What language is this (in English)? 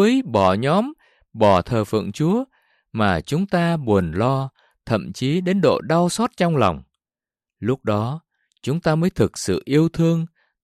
Vietnamese